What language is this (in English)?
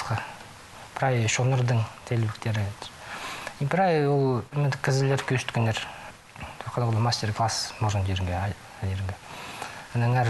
Khakas